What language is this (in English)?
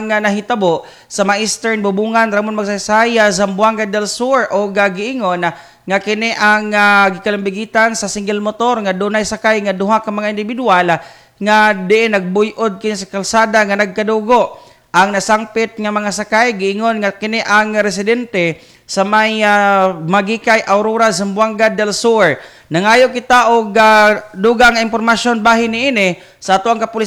Cebuano